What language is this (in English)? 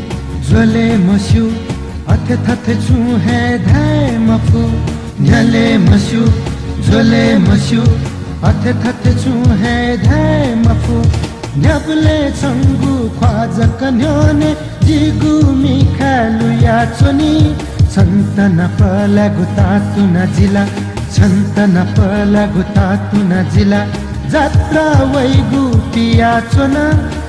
Newari